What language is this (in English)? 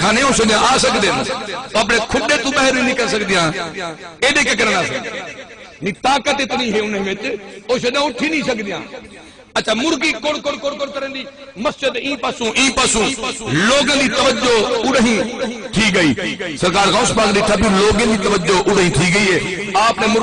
Saraiki